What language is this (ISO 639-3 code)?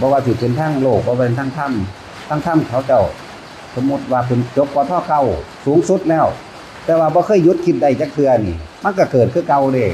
tts